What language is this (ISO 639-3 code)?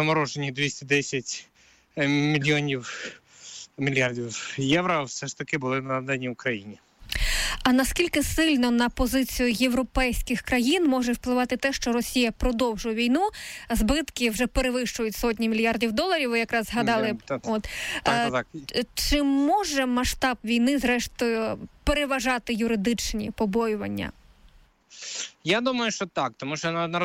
ukr